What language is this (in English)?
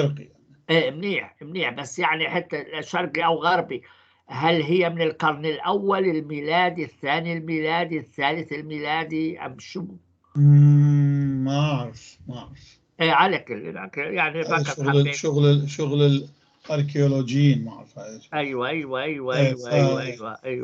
North Levantine Arabic